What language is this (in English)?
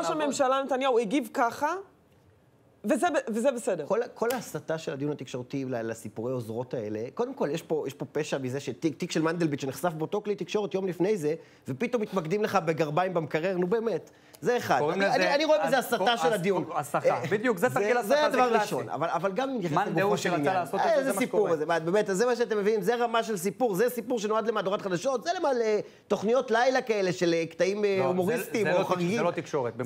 Hebrew